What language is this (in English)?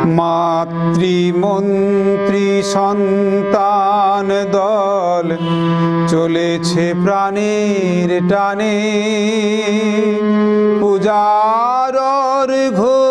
Bangla